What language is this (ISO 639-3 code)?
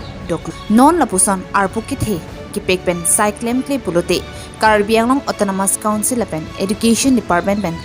mjw